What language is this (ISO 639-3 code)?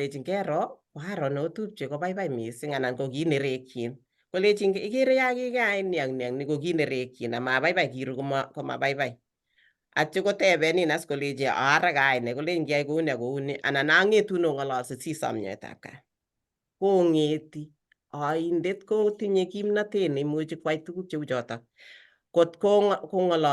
kln